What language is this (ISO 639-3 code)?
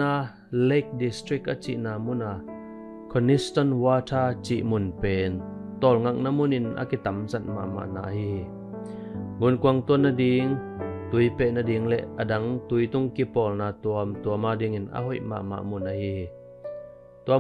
ctd